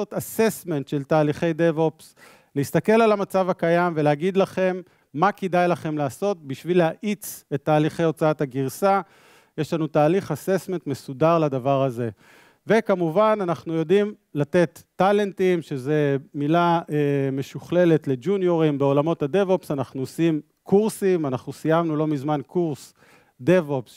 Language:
Hebrew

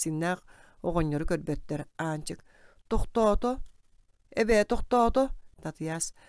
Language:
Yakut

